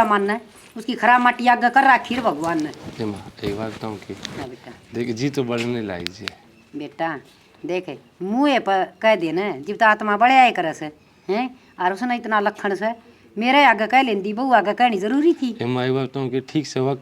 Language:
Haryanvi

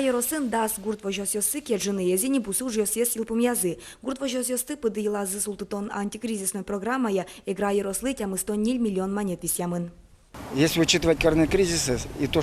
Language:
Udmurt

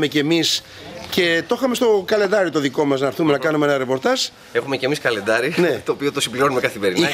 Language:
Greek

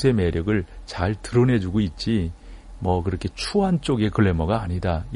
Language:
Korean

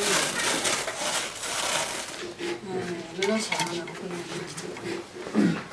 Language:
Dutch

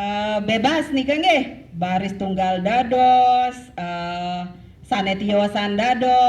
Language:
Balinese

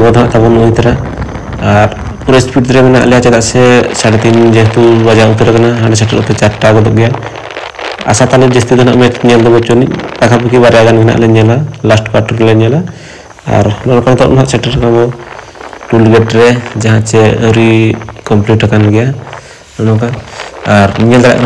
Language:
Santali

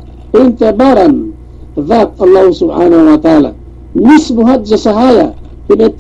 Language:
Yakan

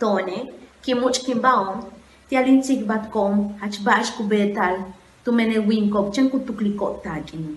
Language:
Yucateco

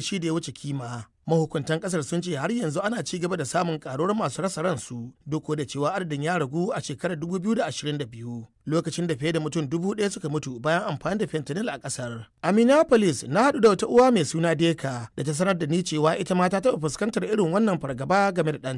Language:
Hausa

